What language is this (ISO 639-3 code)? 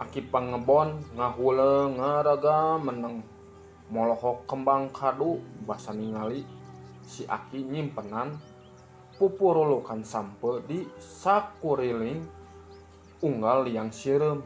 sun